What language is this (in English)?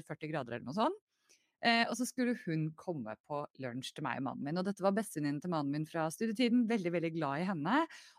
Norwegian